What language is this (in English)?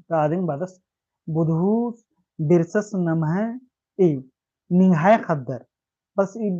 Kurukh